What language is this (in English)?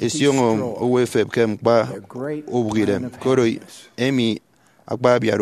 Efik